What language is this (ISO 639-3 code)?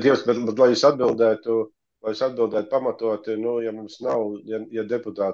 lav